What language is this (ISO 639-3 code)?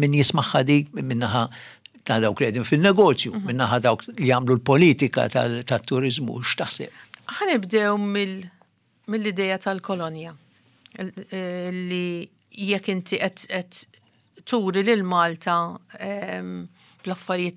mlt